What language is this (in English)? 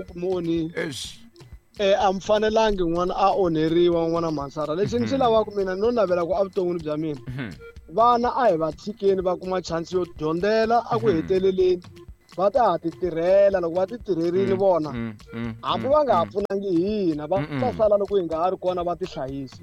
Tsonga